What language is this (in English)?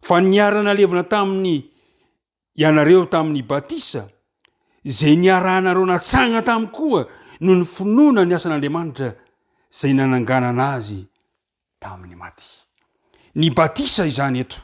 Malagasy